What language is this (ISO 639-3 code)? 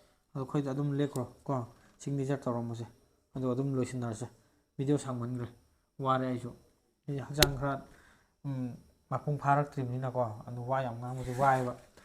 mni